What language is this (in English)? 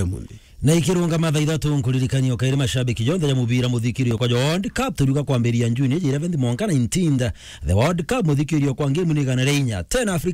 Meru